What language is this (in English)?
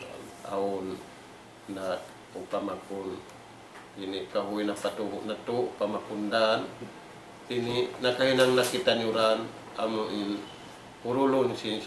Tausug